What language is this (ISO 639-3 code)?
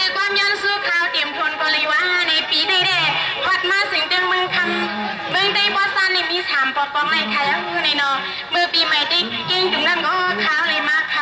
shn